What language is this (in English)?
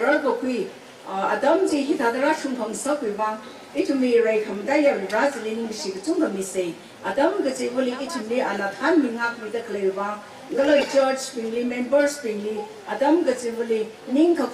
Tangkhul Naga (India)